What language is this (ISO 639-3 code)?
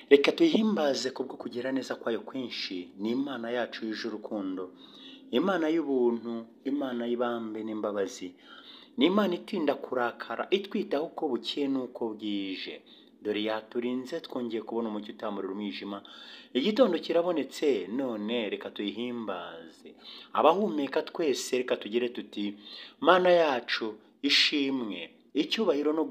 kin